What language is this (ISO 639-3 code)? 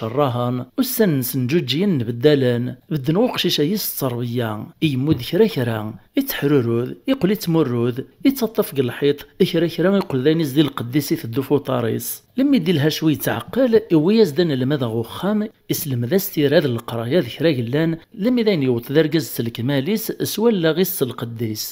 kab